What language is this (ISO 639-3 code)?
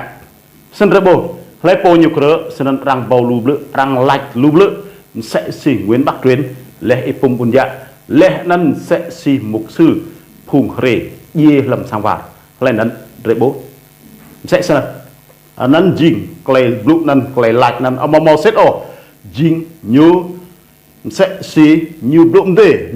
rad